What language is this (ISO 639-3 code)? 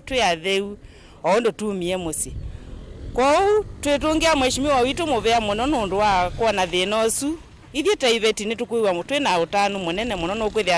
kam